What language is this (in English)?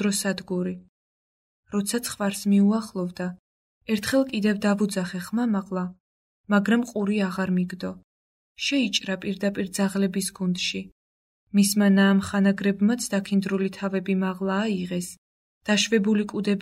Georgian